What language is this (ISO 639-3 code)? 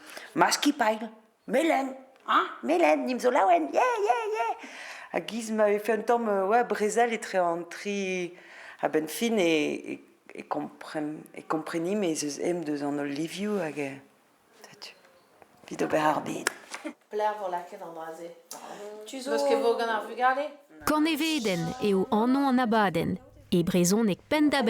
bre